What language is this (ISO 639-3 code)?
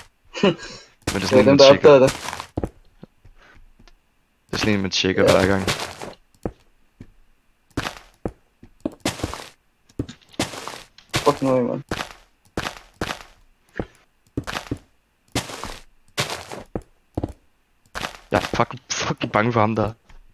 dan